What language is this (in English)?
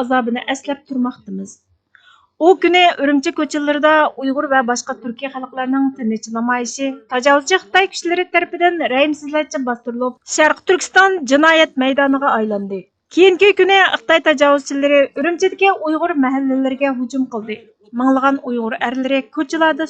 Uyghur